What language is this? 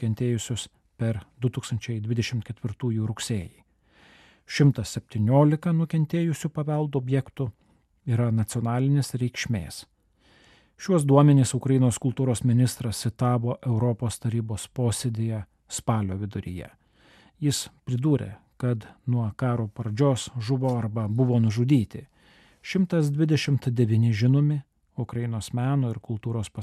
Lithuanian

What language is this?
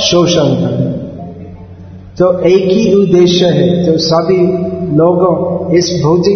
Hindi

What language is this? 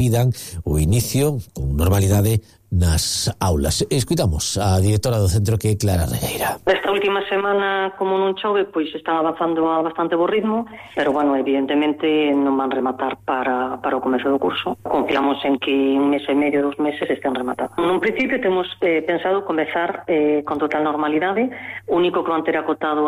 Galician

